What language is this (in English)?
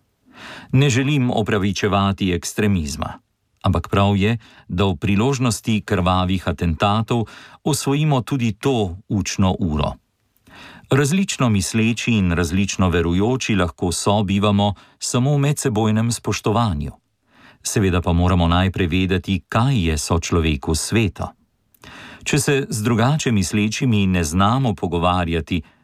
Slovenian